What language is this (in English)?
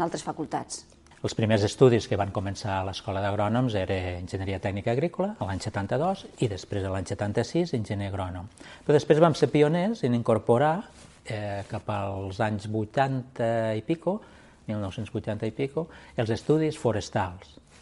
Catalan